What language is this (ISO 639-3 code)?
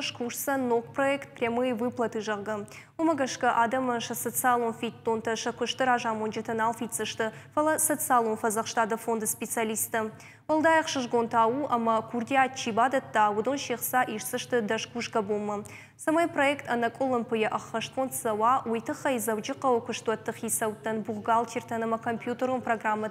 oss